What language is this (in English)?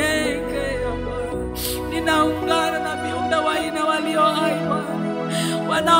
Swahili